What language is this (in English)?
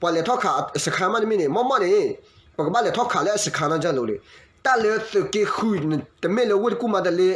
S'gaw Karen